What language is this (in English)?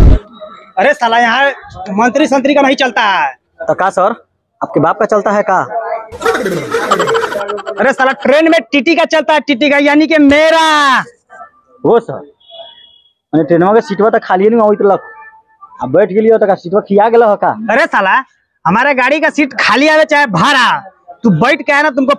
Bhojpuri